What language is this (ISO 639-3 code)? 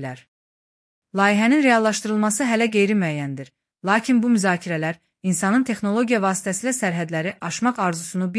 aze